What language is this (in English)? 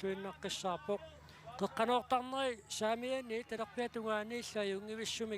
Kalaallisut